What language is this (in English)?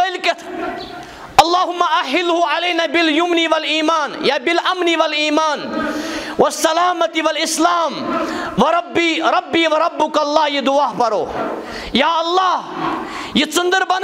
Kashmiri